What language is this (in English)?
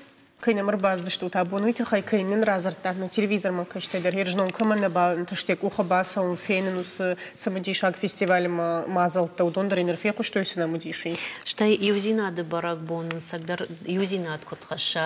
Ossetic